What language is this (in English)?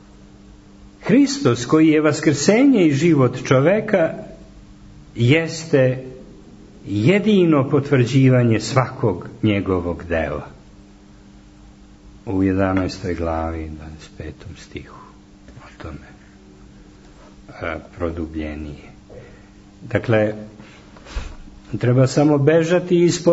Serbian